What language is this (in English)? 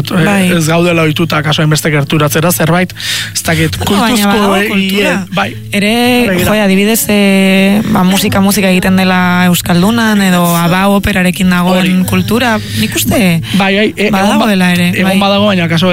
Basque